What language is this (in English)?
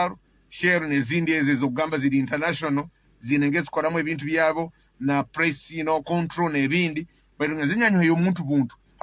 Nyoro